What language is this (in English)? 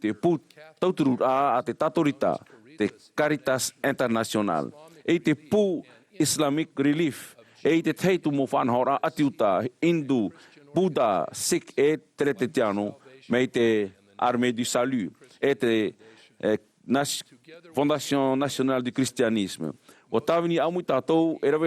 Tahitian